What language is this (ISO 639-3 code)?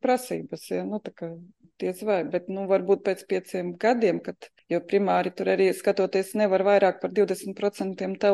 lav